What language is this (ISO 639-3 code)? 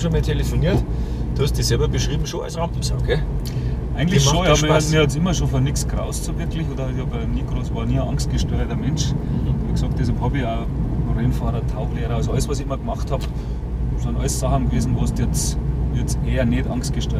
bar